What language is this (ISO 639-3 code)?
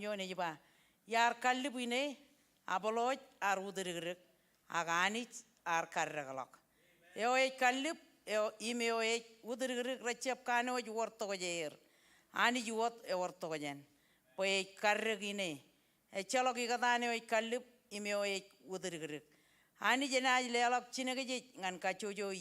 mah